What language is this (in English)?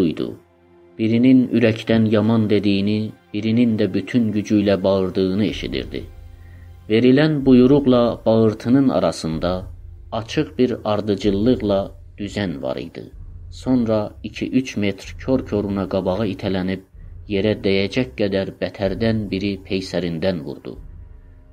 South Azerbaijani